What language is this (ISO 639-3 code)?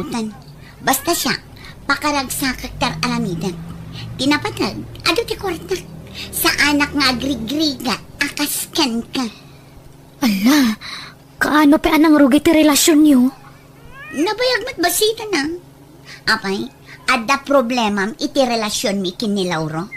ilo